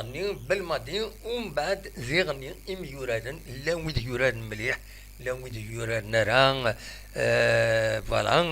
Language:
Kabyle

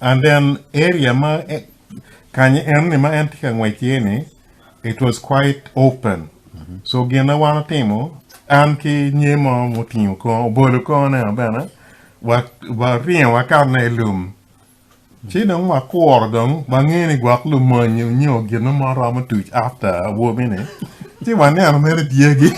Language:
Acoli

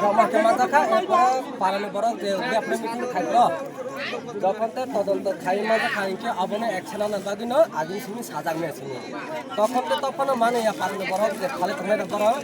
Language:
Kok Borok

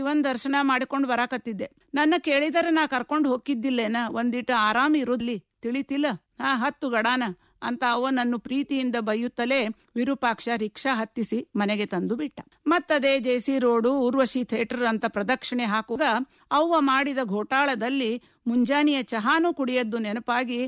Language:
Kannada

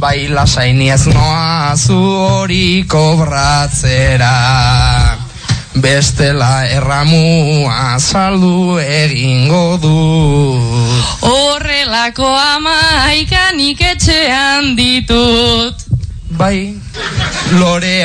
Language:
Basque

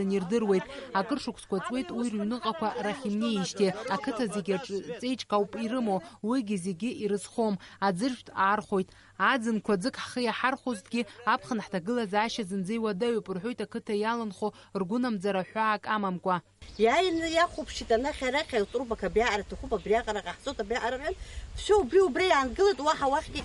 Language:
Abkhazian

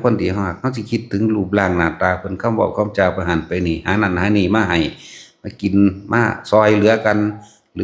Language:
Northeastern Thai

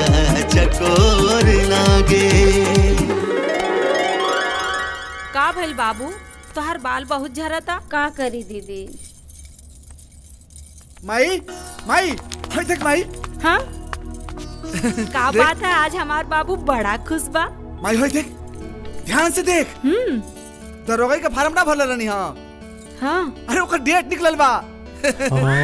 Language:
Bhojpuri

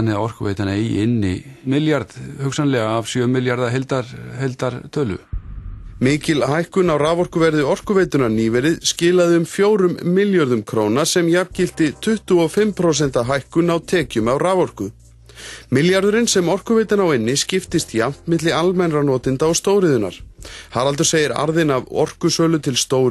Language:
Icelandic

